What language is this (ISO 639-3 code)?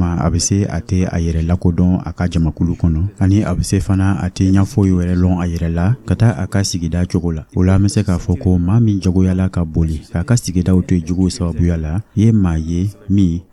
dyu